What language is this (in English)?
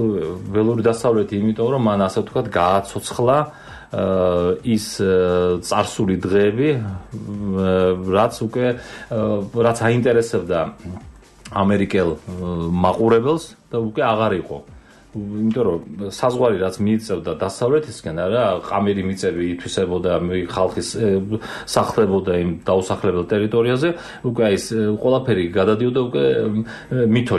Georgian